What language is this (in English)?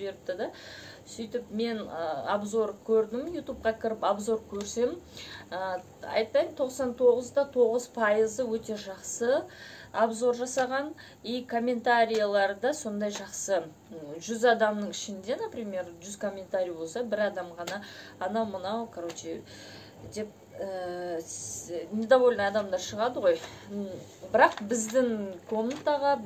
Kazakh